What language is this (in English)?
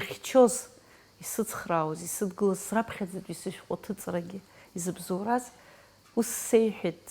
Abkhazian